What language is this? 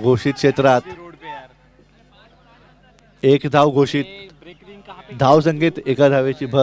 Marathi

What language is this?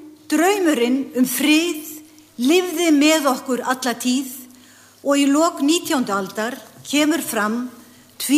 Icelandic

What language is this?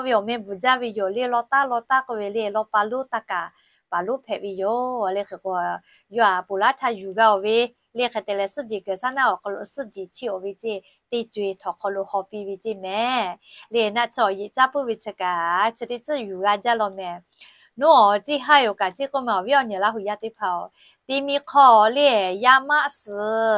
Lahu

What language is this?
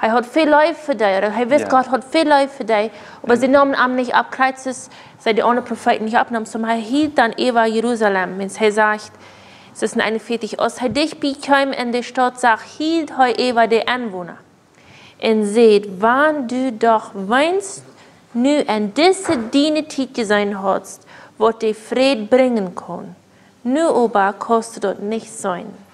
Plautdietsch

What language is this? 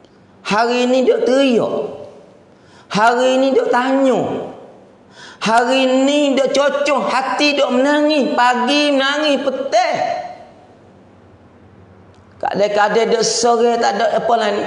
Pattani Malay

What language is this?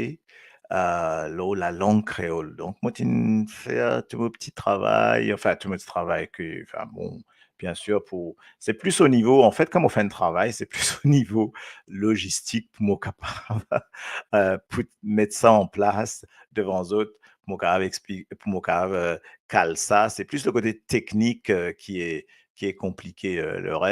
Morisyen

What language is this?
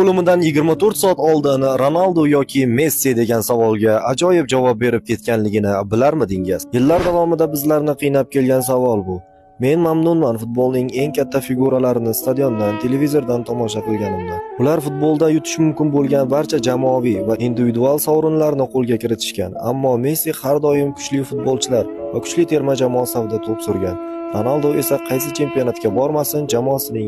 Uzbek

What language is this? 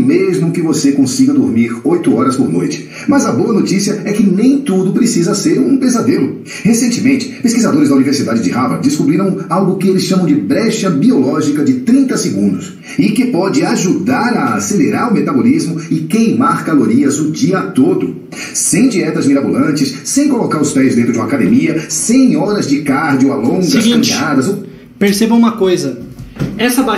Portuguese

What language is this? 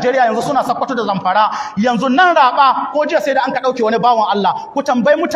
Hausa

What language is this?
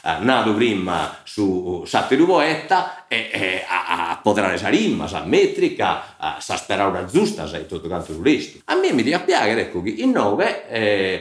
Sardinian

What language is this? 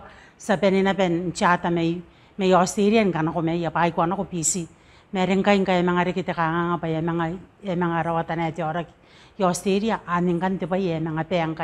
Gilbertese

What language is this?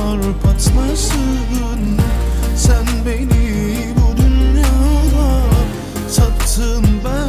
Turkish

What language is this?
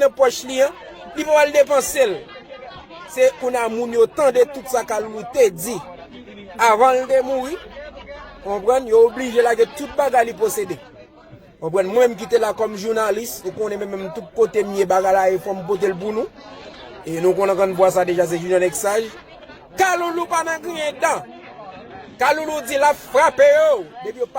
Haitian Creole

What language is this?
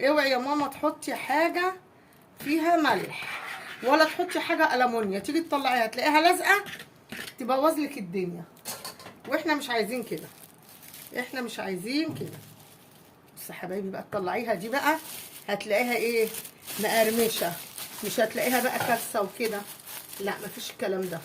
Egyptian Arabic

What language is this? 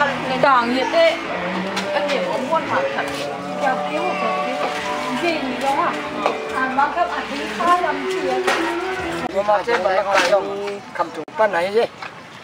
Vietnamese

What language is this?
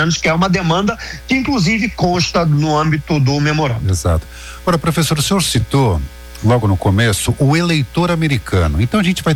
Portuguese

